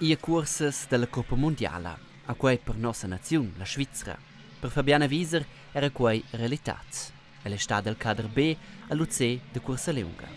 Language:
Romansh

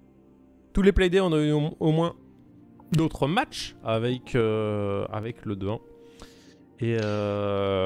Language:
French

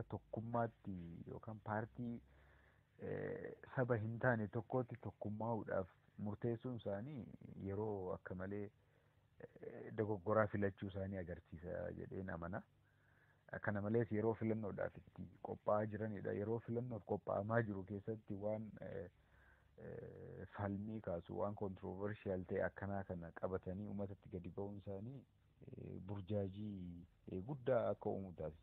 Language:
Oromo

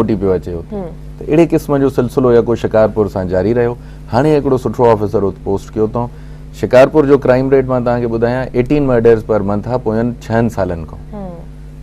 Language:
Sindhi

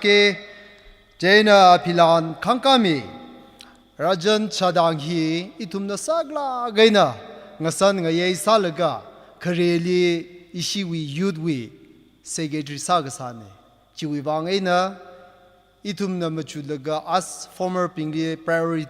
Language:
Tangkhul Naga (India)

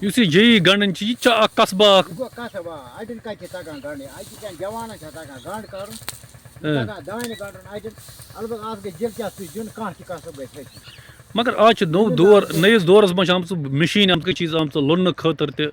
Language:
Kashmiri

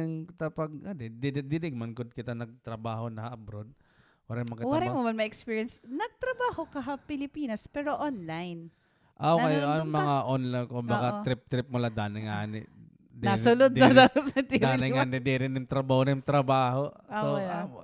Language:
Waray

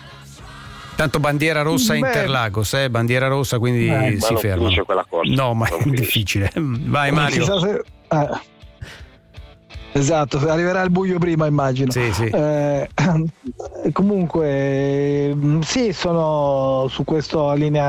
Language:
Italian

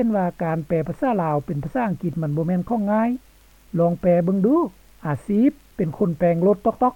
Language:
Lao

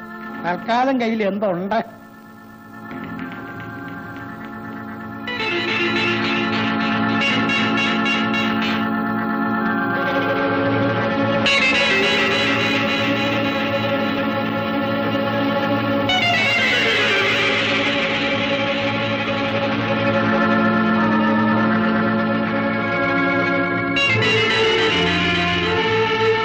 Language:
Malayalam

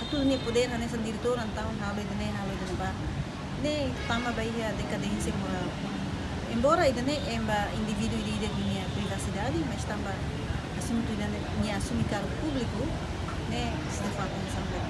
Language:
Tetum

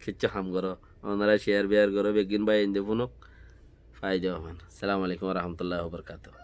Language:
Rohingya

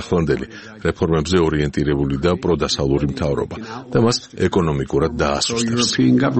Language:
Georgian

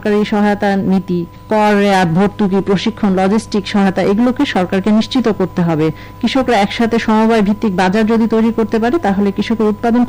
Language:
Bangla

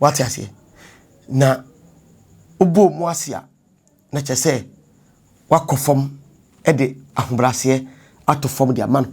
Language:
Akan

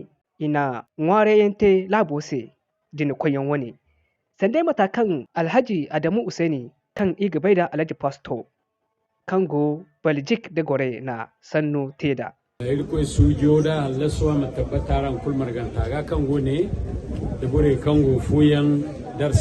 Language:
Zarma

